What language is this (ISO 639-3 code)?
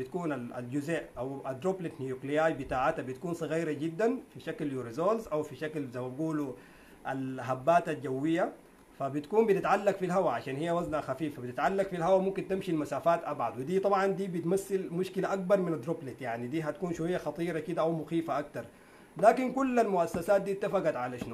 apd